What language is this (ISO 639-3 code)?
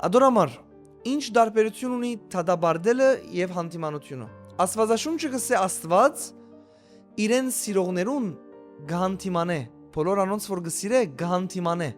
hyw